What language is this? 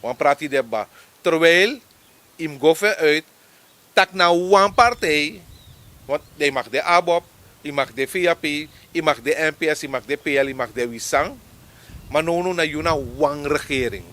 Sranan Tongo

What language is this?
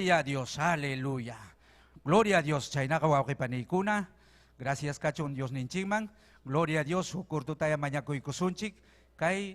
Ayacucho Quechua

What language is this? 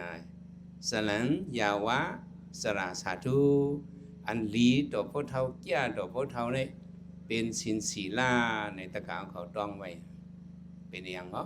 Shan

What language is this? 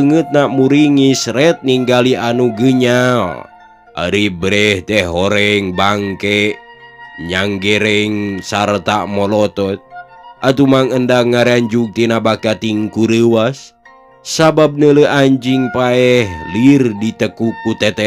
Sundanese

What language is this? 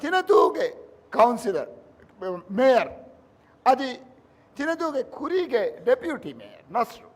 Divehi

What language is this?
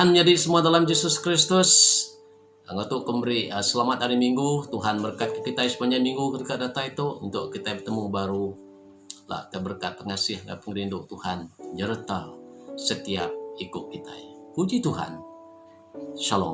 Iban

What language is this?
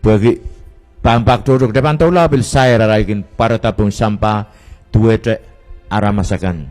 Pohnpeian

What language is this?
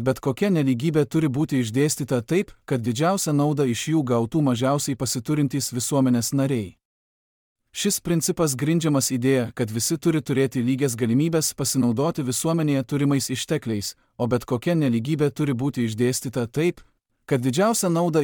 Lithuanian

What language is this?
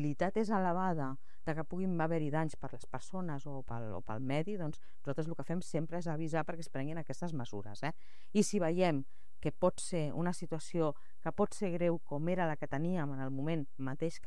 Catalan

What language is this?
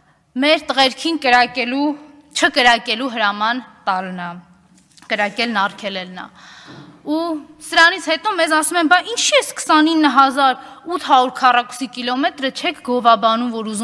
Armenian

